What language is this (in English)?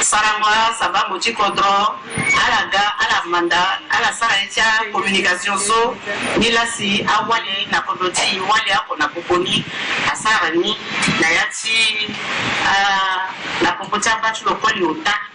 Sango